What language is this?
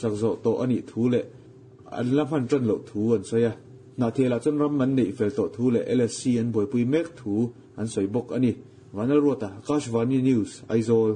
Mizo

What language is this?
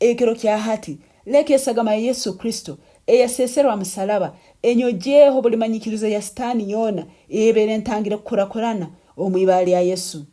Nyankole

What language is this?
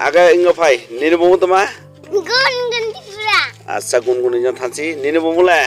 Riang (India)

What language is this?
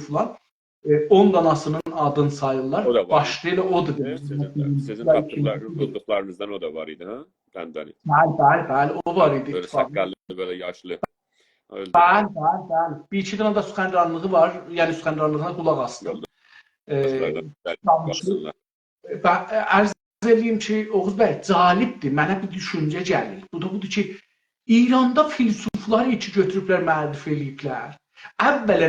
South Azerbaijani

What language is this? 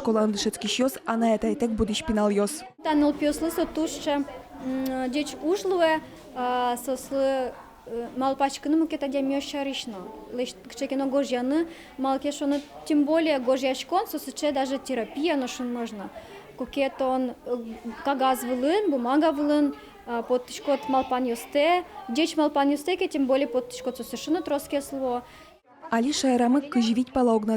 Udmurt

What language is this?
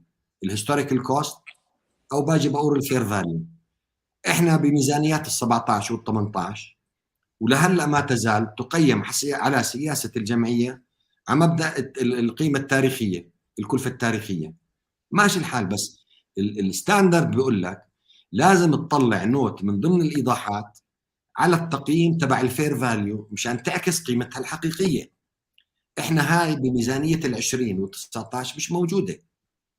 North Levantine Arabic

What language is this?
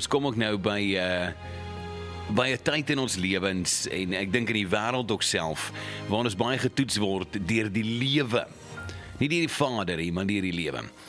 Afrikaans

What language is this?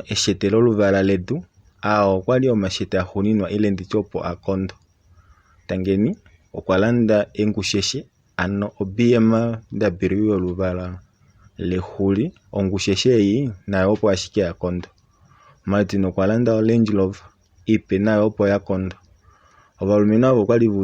Kuanyama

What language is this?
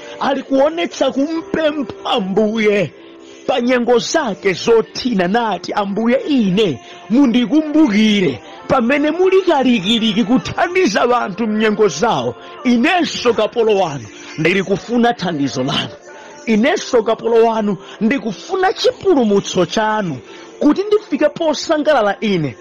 Nyanja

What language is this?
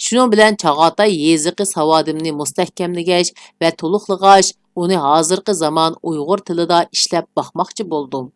Uyghur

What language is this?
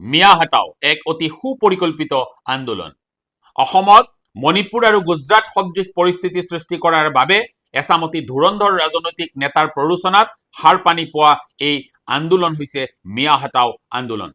Assamese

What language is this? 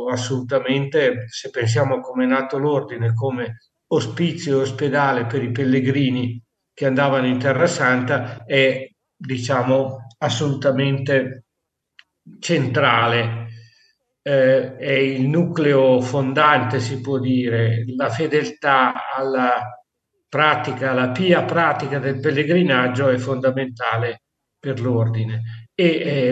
Italian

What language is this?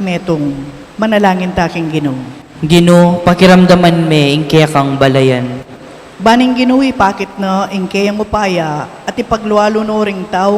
Pampanga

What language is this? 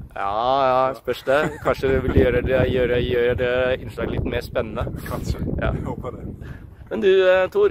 Norwegian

